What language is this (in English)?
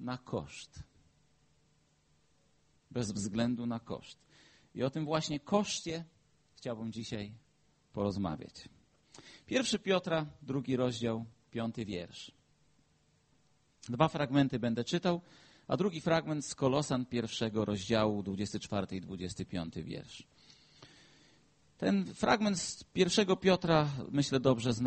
Polish